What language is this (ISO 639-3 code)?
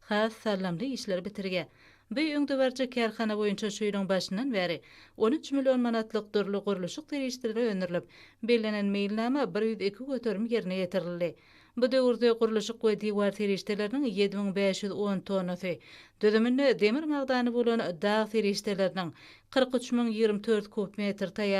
tuk